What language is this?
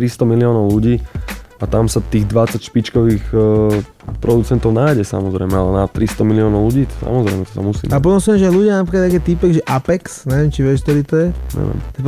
Slovak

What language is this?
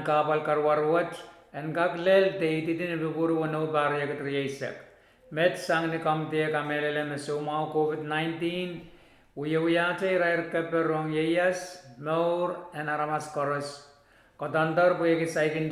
Pohnpeian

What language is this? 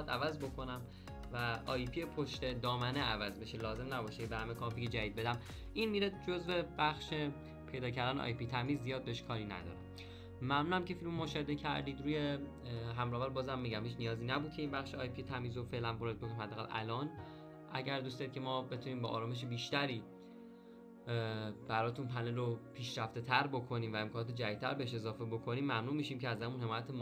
Persian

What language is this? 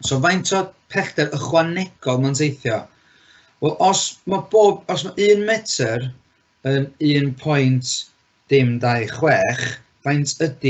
Welsh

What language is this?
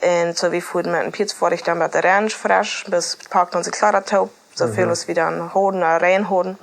Plautdietsch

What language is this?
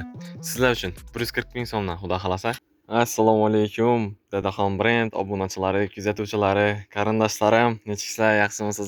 Uzbek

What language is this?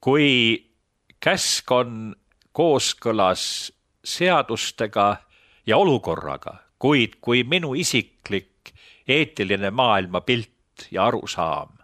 Estonian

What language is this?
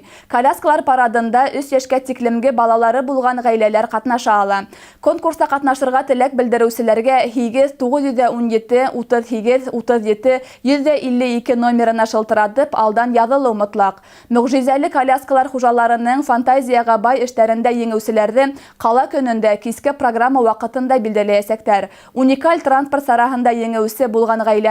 Bashkir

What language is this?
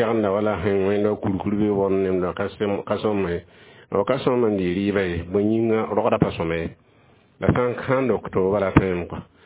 Mossi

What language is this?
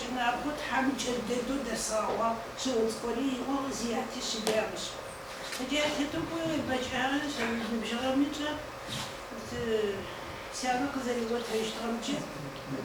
Adyghe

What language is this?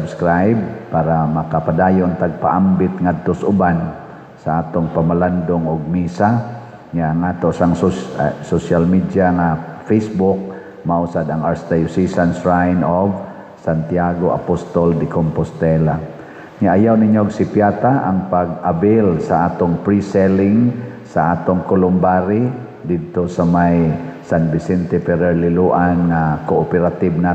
Cebuano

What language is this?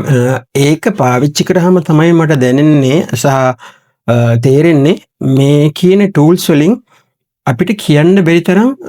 Sinhala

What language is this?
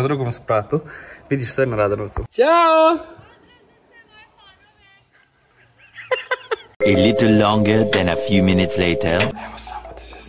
Serbian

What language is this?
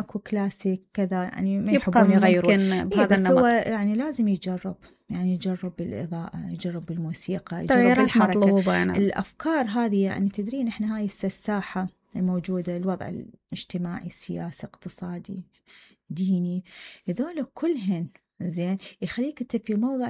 Mesopotamian Arabic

